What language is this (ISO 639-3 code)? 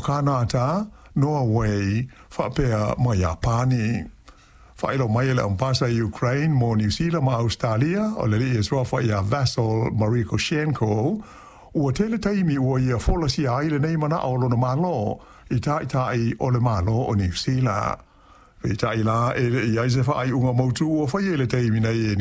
smo